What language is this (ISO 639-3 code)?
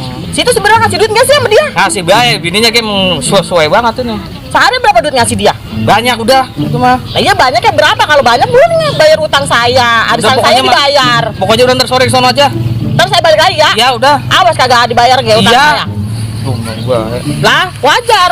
bew